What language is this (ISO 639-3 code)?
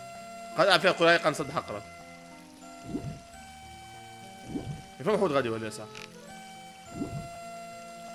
aeb